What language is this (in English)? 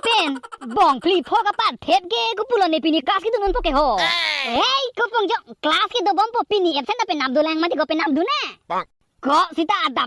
Karbi